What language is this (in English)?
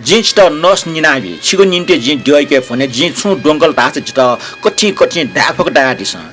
Newari